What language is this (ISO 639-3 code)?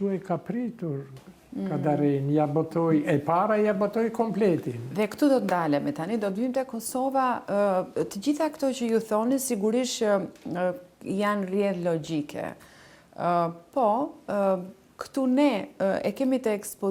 sqi